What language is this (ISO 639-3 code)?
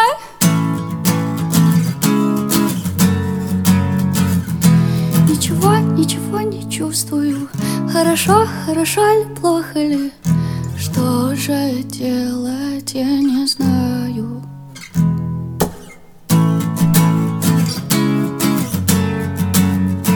rus